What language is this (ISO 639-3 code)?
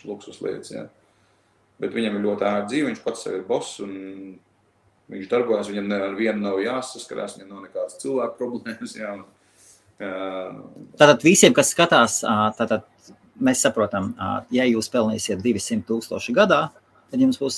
lav